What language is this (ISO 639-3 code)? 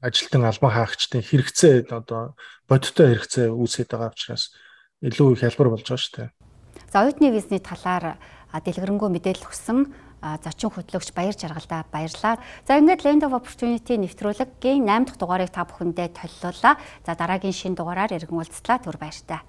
mon